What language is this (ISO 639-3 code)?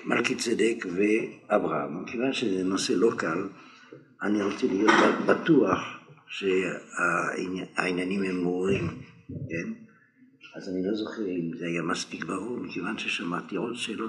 heb